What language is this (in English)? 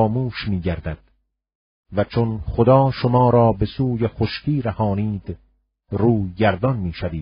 Persian